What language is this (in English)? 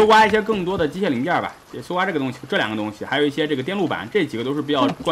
Chinese